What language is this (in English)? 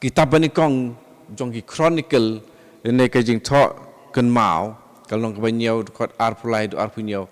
Khasi